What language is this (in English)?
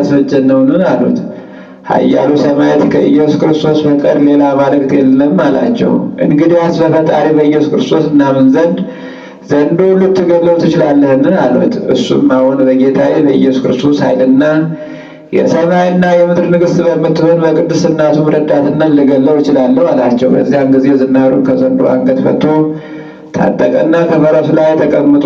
Amharic